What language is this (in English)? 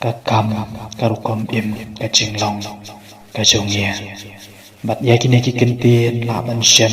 Khasi